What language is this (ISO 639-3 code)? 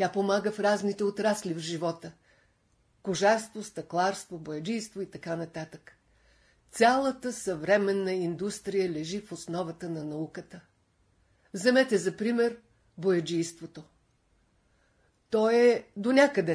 bul